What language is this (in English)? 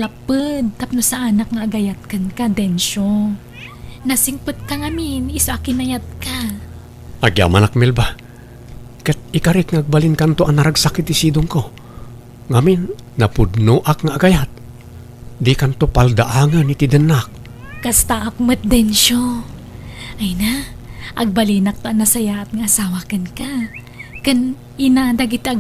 Iloko